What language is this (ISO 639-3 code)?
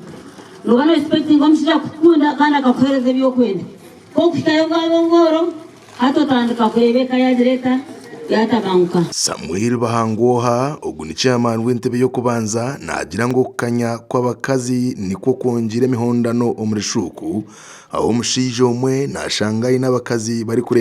nyn